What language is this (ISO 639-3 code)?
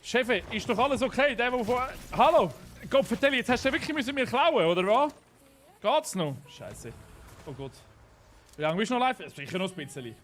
gsw